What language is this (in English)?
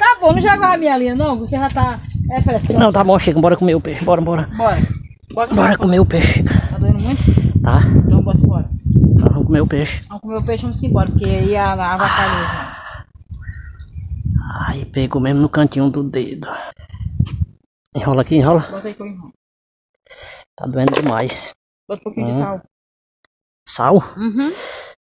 Portuguese